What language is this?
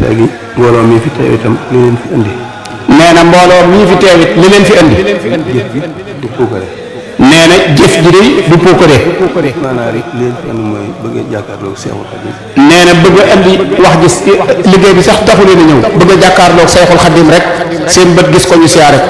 Wolof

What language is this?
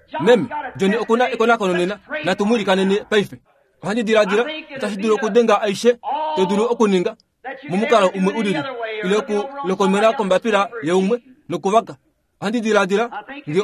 Kuanyama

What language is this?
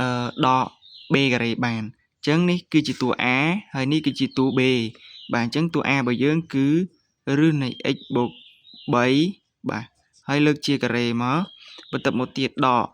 Khmer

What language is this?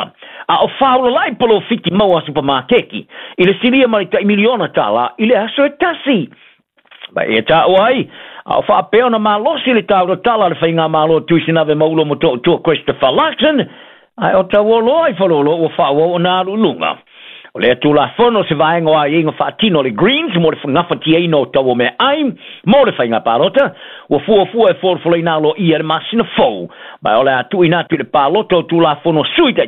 Samoan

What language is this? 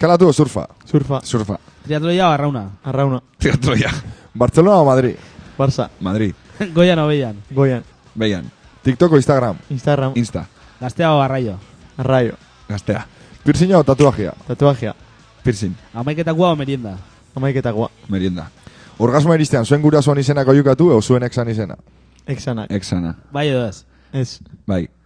Basque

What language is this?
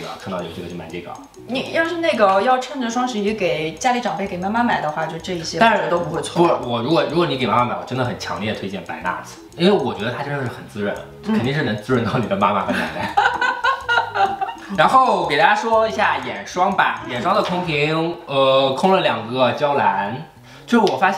Chinese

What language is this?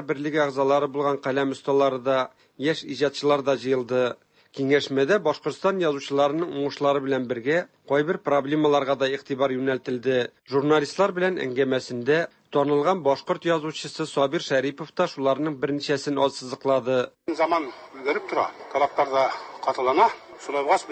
Tatar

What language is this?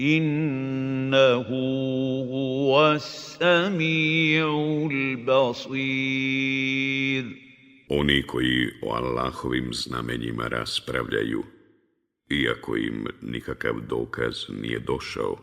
Bosnian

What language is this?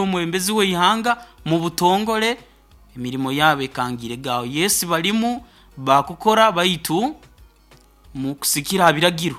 Nyoro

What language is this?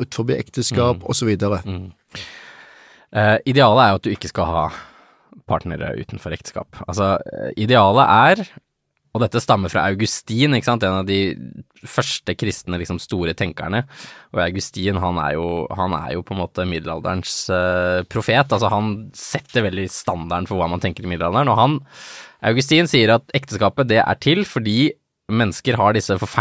Norwegian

